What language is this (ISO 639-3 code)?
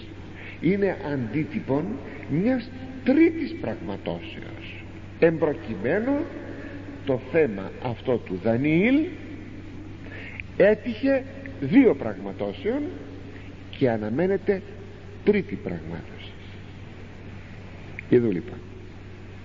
ell